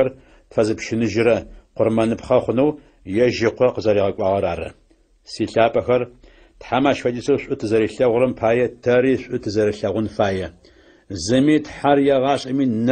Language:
Adyghe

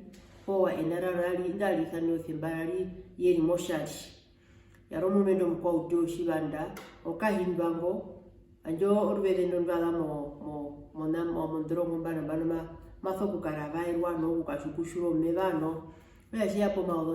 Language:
Herero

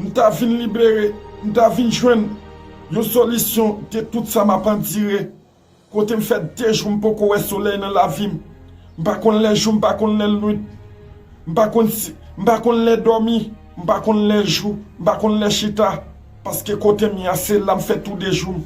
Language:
Haitian Creole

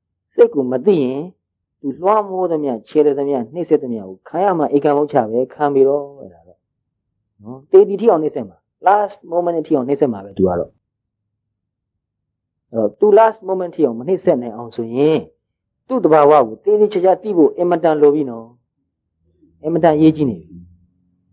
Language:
Burmese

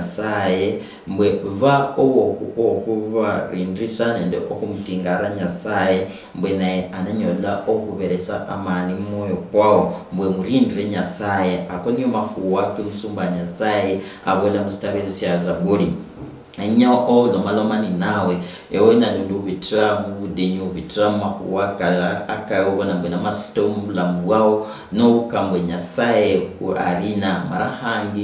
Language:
Luyia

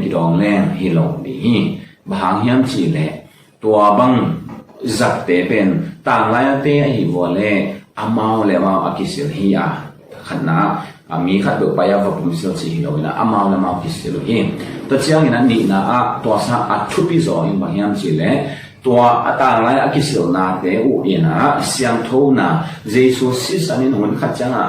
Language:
Tedim Chin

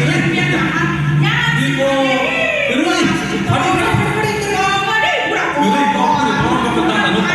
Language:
Kok Borok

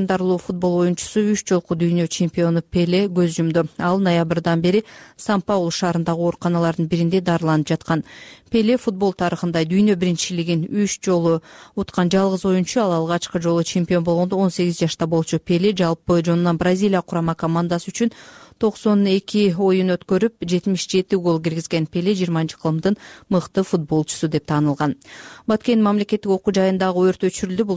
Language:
Kyrgyz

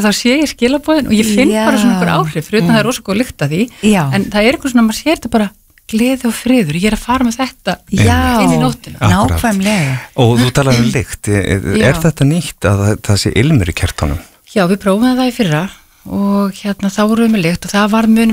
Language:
Icelandic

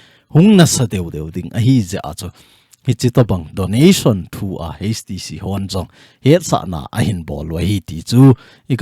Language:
Thado Chin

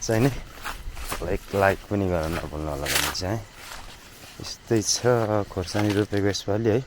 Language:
Nepali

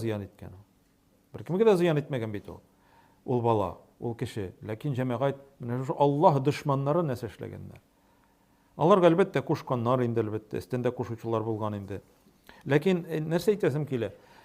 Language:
Tatar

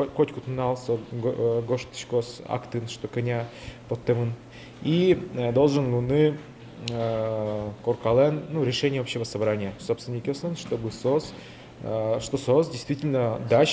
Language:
Udmurt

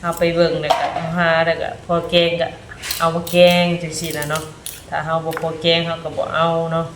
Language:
Northeastern Thai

